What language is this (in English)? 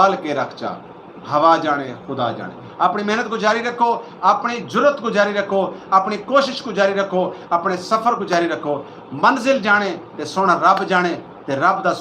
Saraiki